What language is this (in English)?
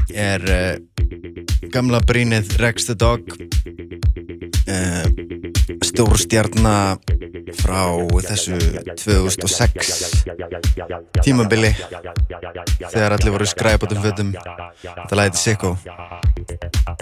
Icelandic